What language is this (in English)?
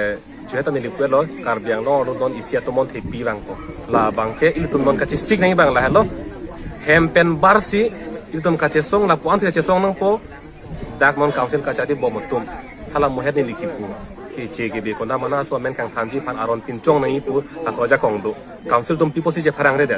Karbi